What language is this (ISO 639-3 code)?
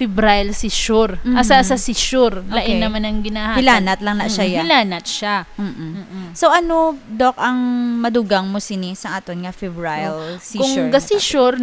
hil